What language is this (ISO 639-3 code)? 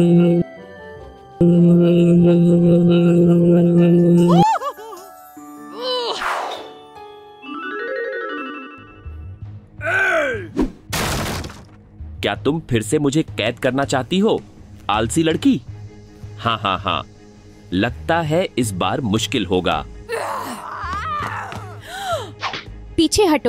hin